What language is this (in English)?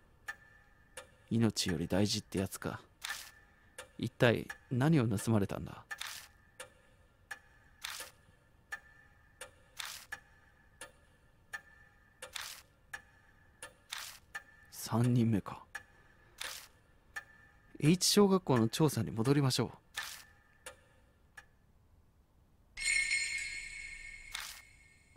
Japanese